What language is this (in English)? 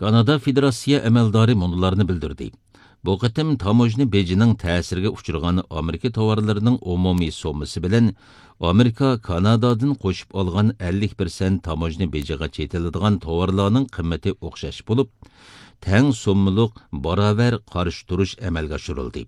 Uyghur